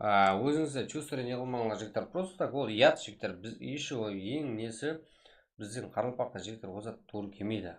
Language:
Kara-Kalpak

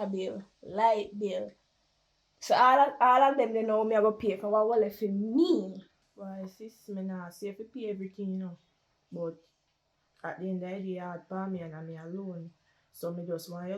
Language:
Jamaican Creole English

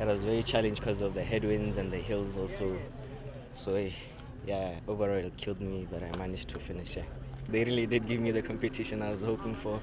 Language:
Tswana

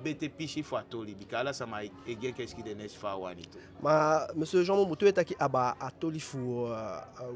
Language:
Eastern Maroon Creole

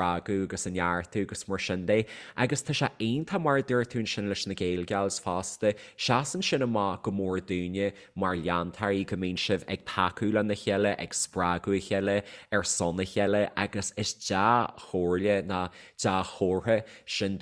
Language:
Irish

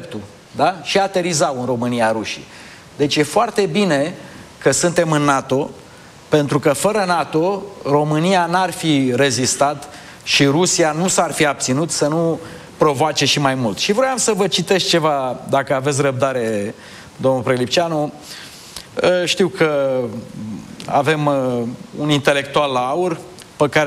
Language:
Romanian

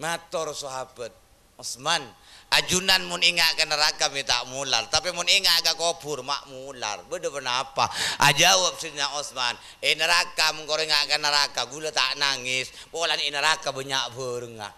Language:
Madurese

